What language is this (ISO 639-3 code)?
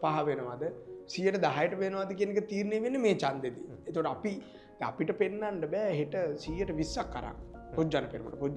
sin